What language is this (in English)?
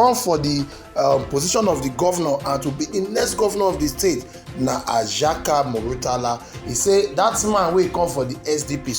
Nigerian Pidgin